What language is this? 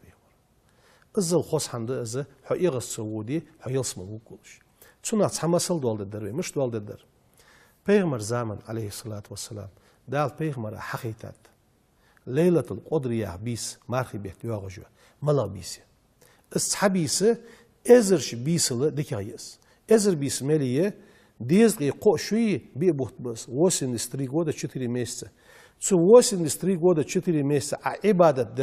Ingush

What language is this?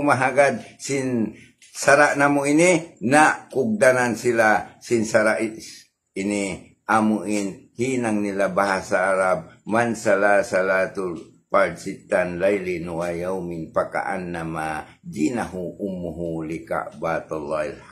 Tausug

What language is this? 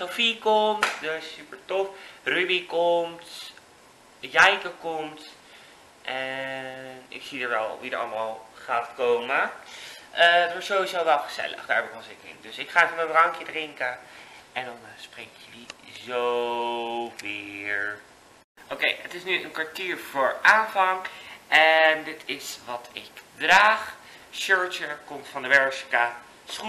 Dutch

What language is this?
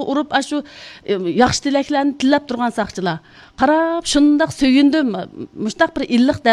Uyghur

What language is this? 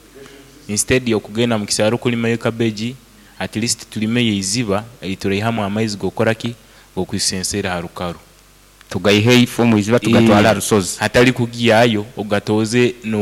Nyankole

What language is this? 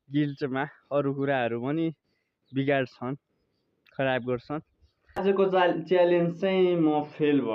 Nepali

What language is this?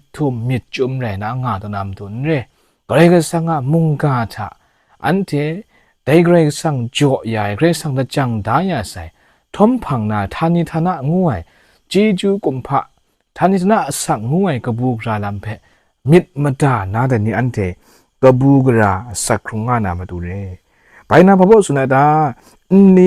Kachin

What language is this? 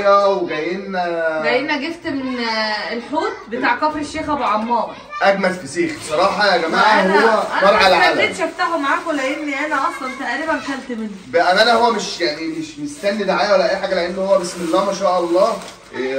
Egyptian Arabic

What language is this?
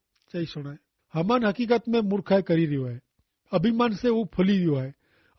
Kachhi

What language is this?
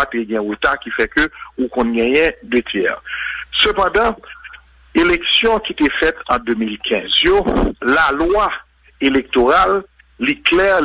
Haitian Creole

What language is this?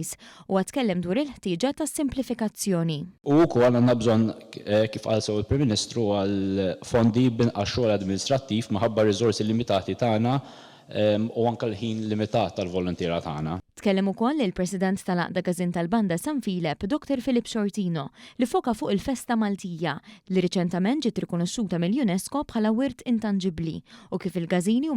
Maltese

